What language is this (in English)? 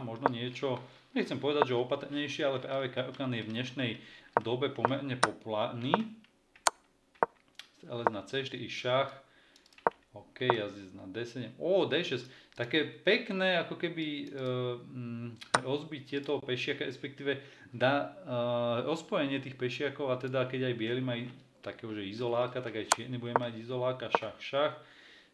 Slovak